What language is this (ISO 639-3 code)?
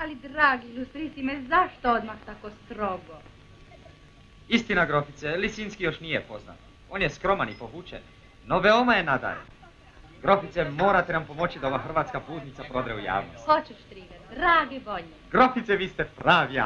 hrv